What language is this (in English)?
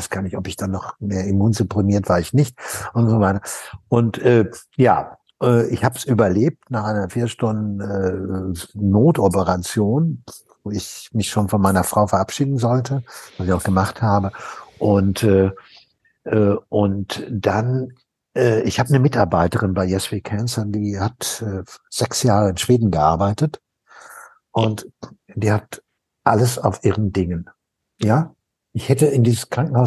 German